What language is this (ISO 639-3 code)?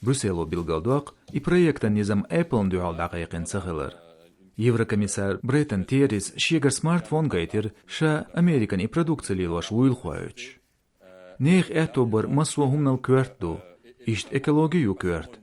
che